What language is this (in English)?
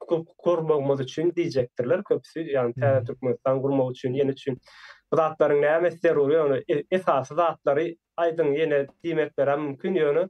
Turkmen